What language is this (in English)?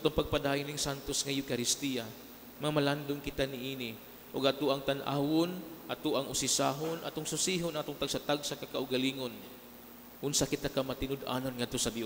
Cebuano